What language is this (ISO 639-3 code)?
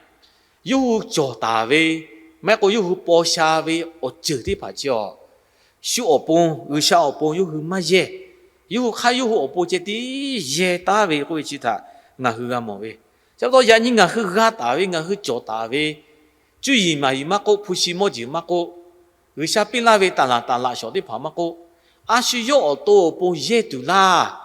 lhu